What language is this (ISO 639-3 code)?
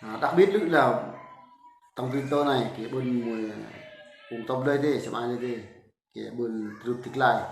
bru